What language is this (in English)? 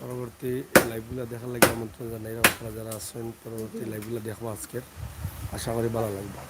Sylheti